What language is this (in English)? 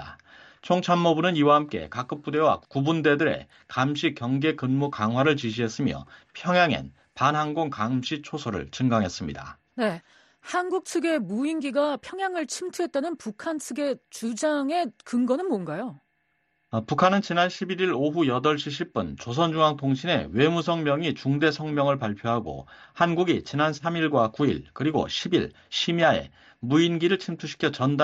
Korean